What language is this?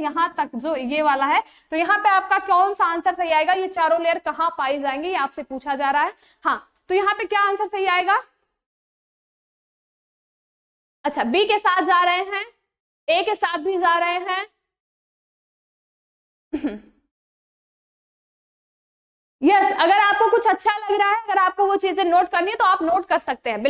Hindi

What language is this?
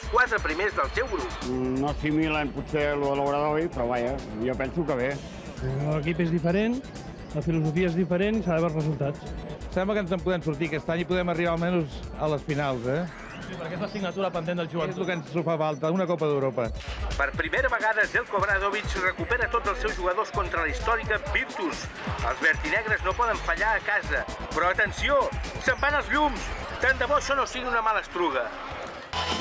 Catalan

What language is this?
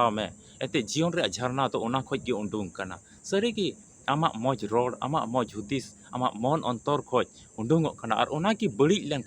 Santali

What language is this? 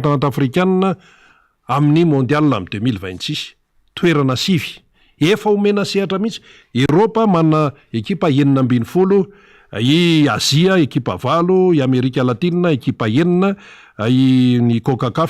Malagasy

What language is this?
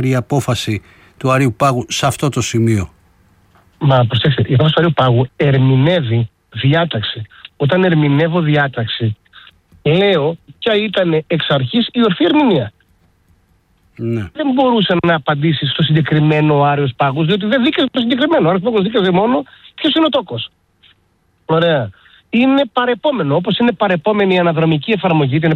Greek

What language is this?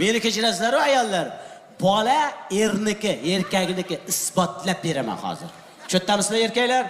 Uzbek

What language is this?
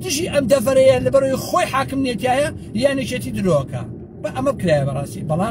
Central Kurdish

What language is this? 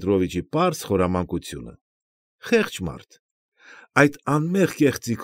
Armenian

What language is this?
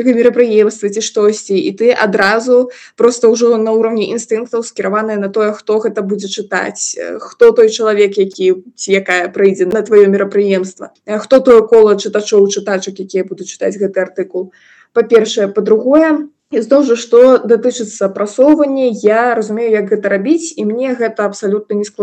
Belarusian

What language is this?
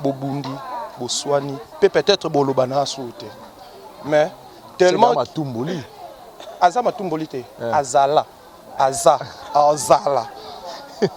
Lingala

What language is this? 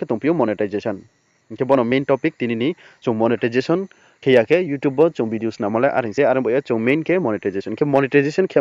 Riang (India)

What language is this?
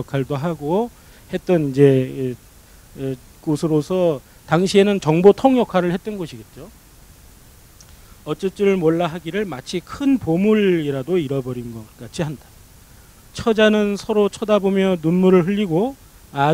Korean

